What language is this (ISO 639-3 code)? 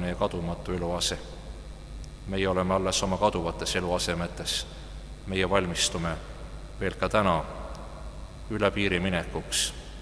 est